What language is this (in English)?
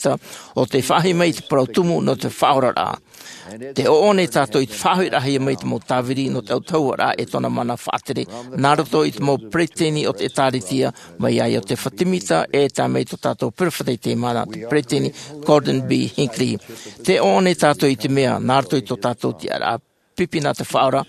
Tahitian